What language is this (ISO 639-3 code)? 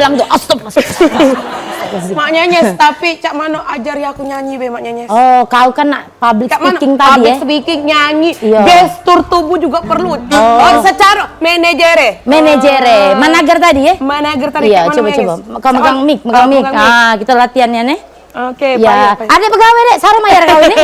mui